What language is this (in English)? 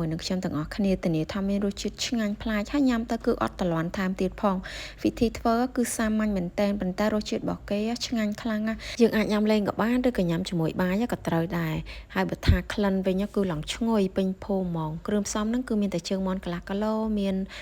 Khmer